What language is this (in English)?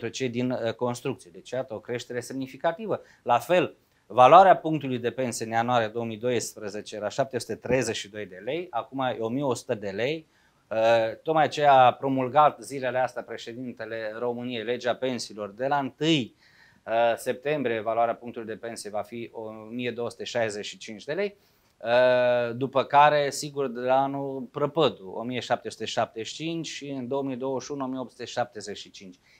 Romanian